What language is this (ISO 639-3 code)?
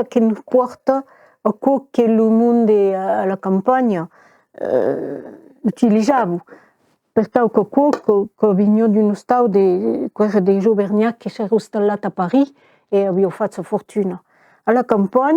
oci